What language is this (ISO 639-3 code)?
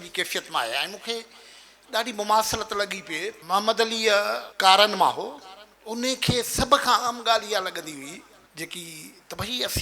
snd